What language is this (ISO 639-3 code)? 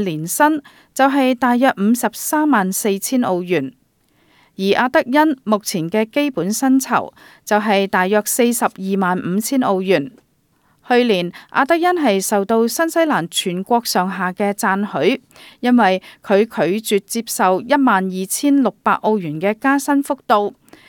yue